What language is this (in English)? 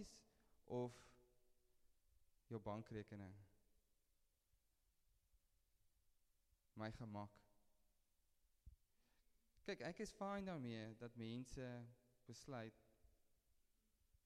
Afrikaans